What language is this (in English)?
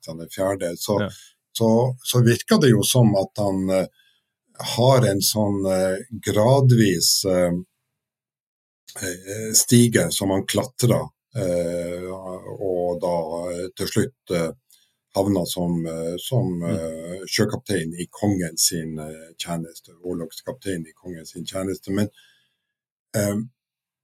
Norwegian